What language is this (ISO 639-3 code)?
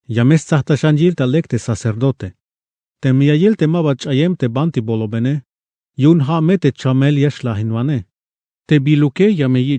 tzh